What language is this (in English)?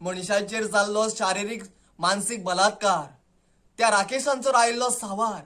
Konkani